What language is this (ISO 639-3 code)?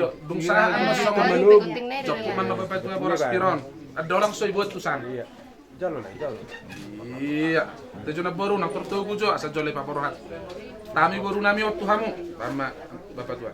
bbc